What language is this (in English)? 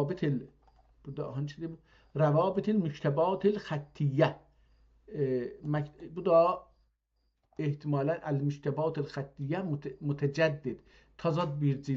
South Azerbaijani